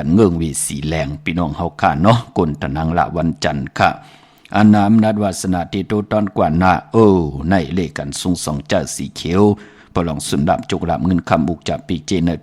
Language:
Shan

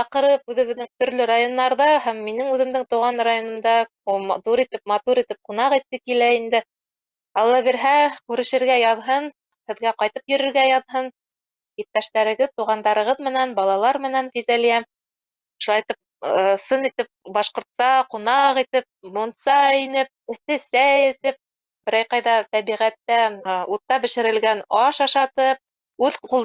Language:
Bashkir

